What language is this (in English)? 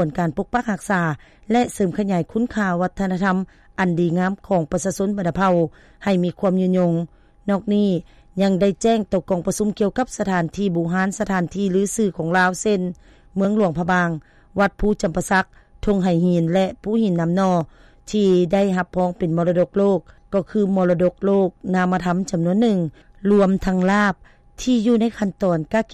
Lao